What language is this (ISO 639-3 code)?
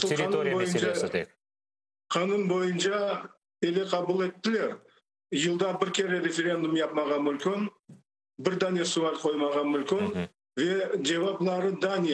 crh